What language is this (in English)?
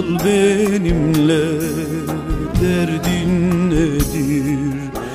Turkish